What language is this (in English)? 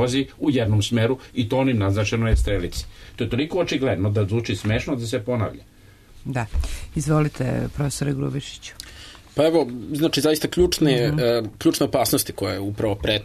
Serbian